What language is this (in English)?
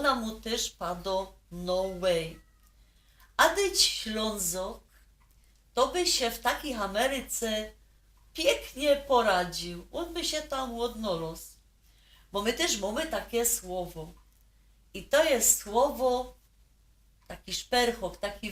Silesian